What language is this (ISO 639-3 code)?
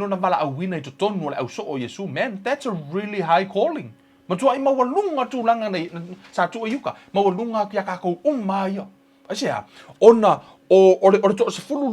smo